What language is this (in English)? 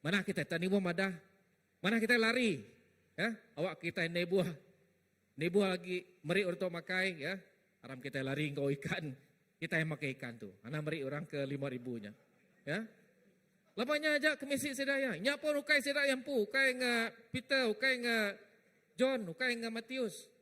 Iban